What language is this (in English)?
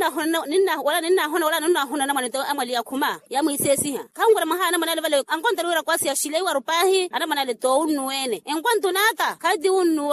Makhuwa